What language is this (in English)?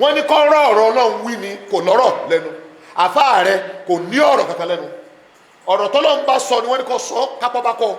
Yoruba